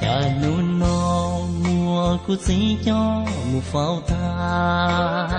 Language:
Hmong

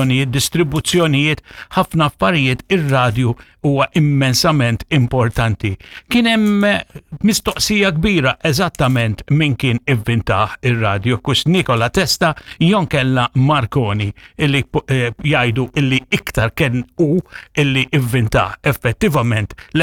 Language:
Maltese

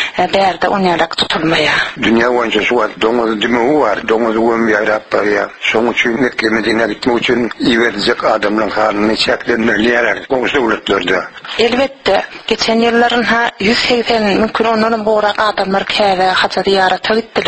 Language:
Turkmen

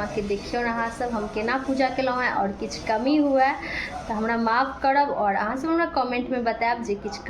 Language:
Maithili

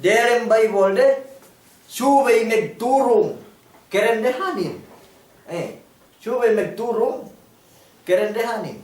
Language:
Yakan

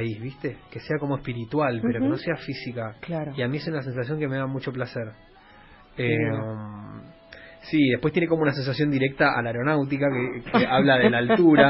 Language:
Spanish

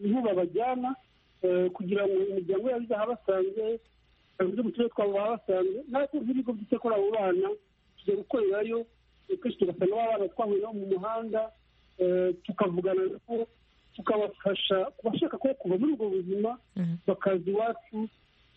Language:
Kinyarwanda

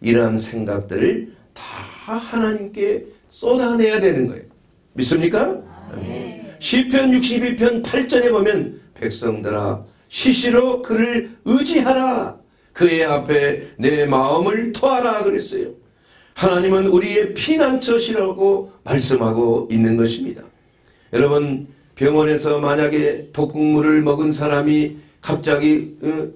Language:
Korean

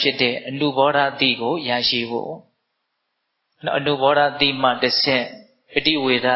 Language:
Burmese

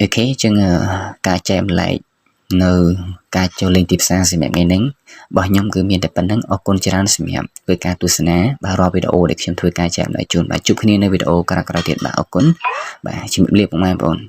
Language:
Khmer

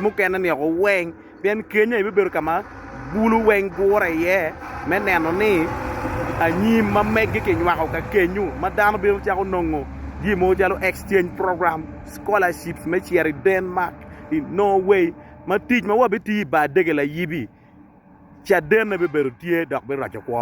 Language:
Acoli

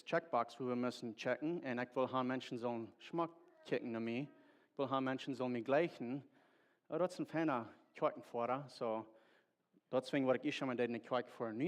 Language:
Plautdietsch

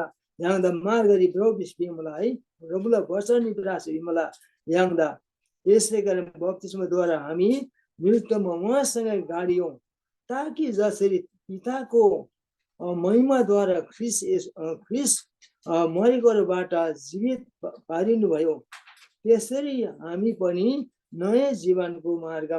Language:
Eastern Tamang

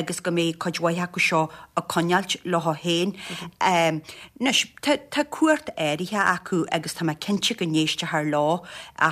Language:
Irish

